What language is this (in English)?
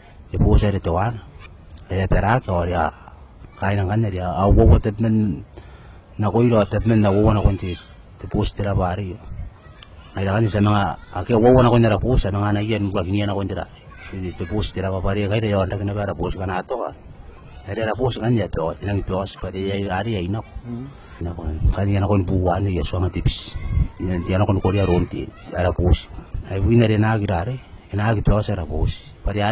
Gilbertese